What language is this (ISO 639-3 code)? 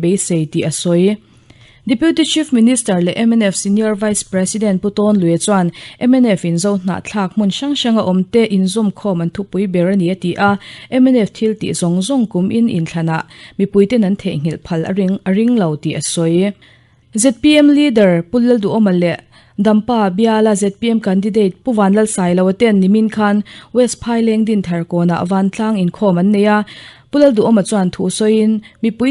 lus